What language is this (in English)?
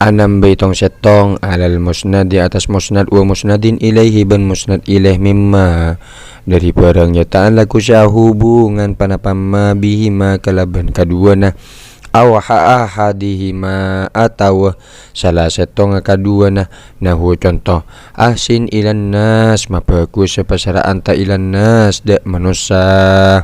Madurese